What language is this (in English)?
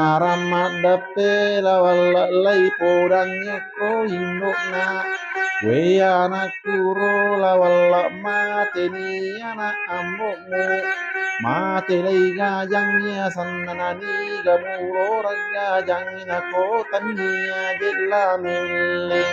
Buginese